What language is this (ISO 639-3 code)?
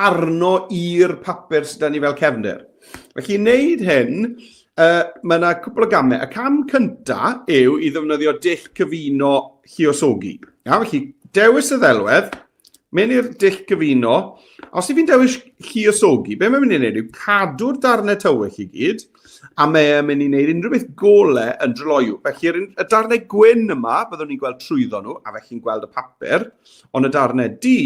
cym